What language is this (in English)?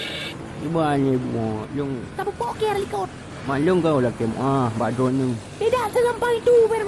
Achinese